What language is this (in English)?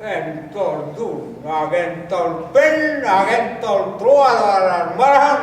Breton